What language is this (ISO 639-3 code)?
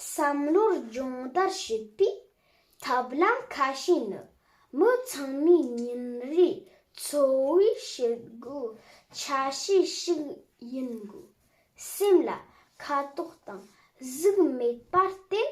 bod